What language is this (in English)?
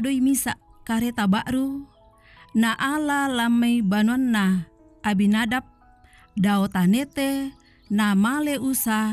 Toraja-Sa'dan